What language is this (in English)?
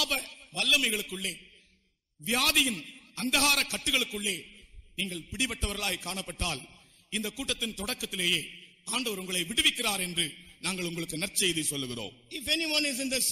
Tamil